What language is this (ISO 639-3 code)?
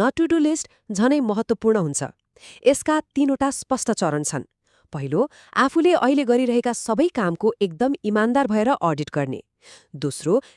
nep